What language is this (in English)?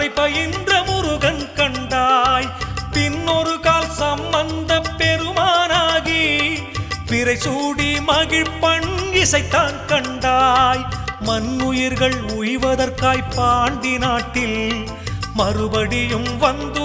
Tamil